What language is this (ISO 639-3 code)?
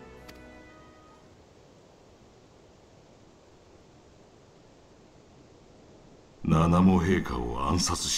jpn